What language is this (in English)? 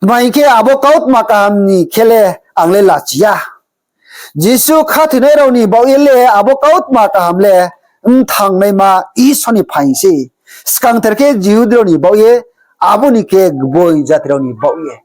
Riang (India)